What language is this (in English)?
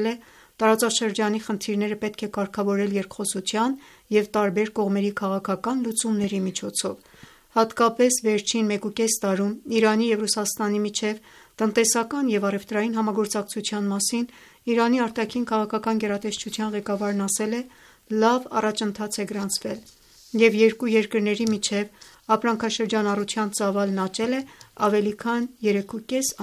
Armenian